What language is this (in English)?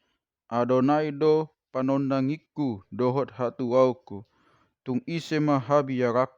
Batak Toba